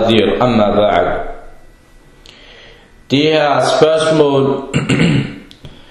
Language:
Danish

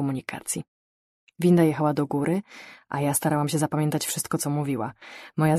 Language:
Polish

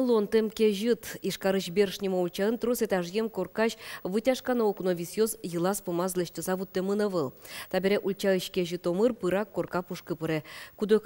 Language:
Udmurt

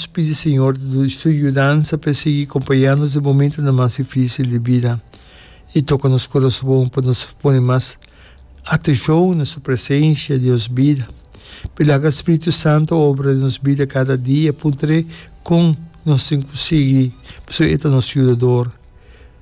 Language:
Papiamento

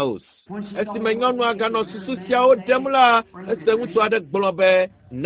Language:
Ewe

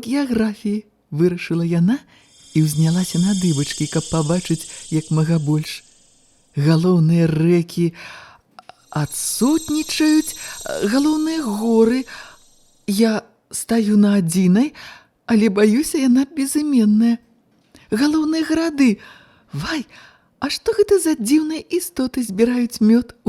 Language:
Belarusian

